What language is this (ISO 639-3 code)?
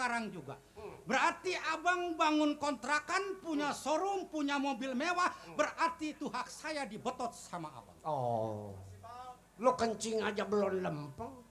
bew